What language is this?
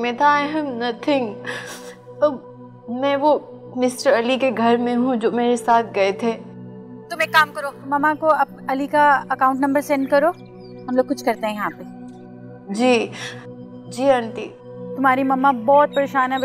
Hindi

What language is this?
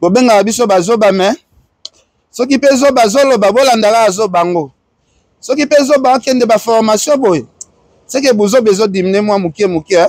Lingala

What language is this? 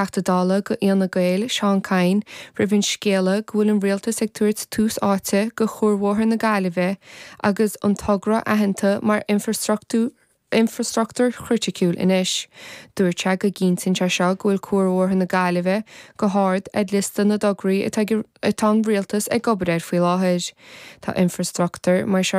Irish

